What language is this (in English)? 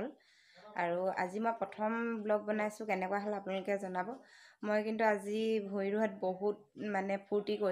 Assamese